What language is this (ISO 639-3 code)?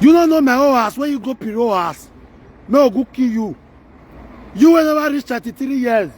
pcm